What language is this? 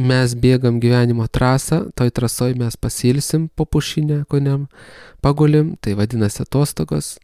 Lithuanian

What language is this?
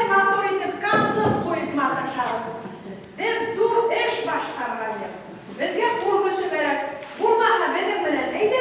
Bashkir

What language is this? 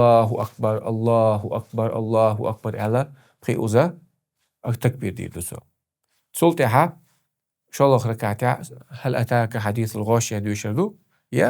Chechen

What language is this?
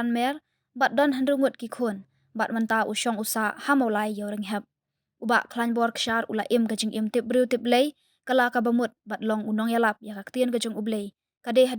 Khasi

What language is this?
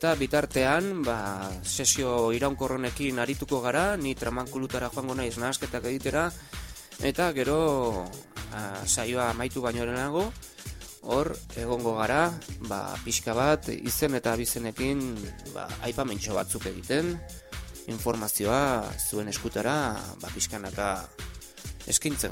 Basque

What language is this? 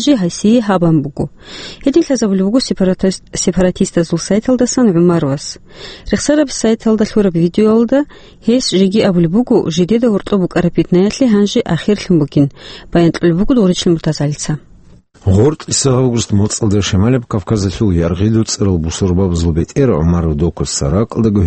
Avaric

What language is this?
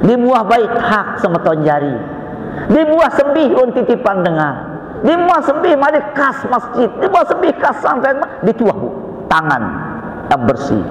Sasak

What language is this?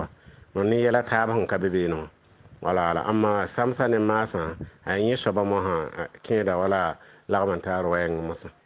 Mossi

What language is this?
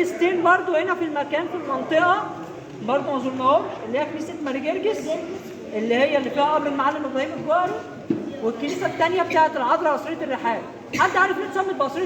Egyptian Arabic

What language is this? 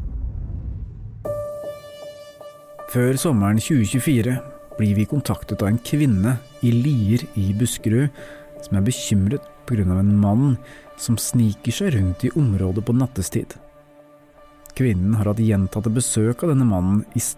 Norwegian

